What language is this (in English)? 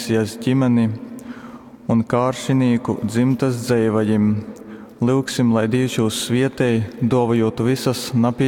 Latgalian